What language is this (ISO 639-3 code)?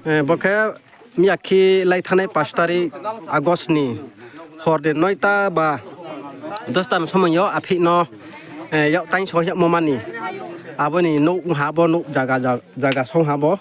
ria